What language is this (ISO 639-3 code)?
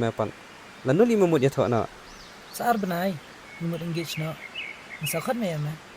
kha